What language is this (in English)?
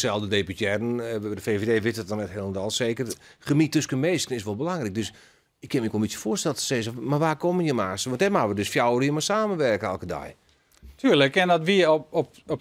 Western Frisian